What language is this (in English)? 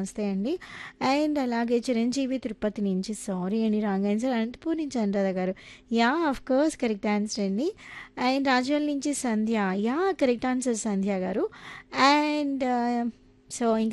Telugu